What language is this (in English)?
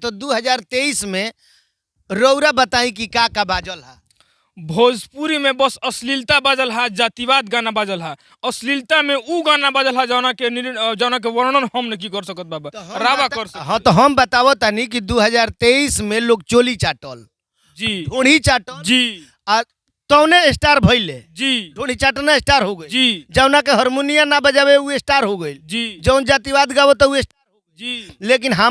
Bhojpuri